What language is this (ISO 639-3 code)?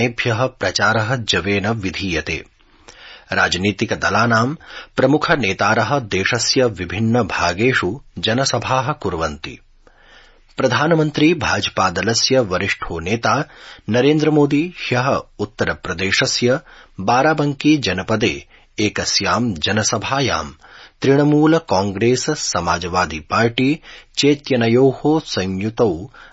san